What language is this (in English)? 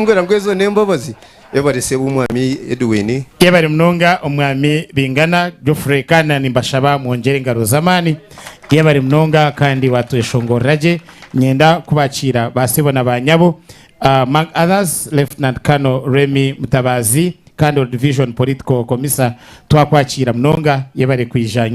Nyankole